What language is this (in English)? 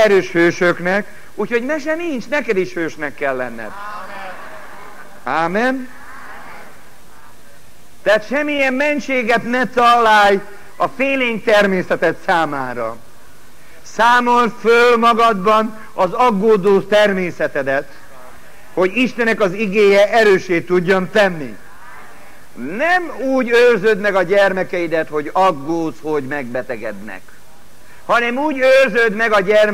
Hungarian